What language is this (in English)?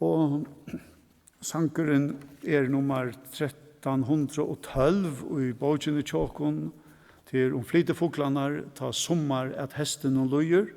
Faroese